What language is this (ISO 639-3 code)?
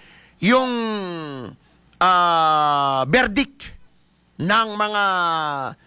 fil